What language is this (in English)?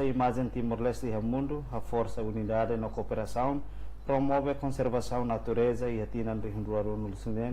Tetum